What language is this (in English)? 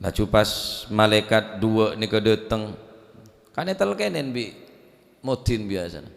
Madurese